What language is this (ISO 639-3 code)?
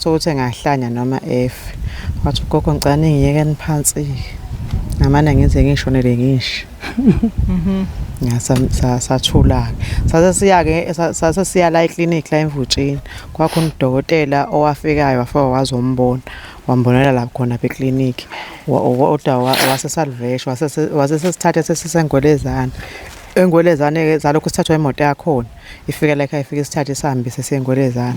zul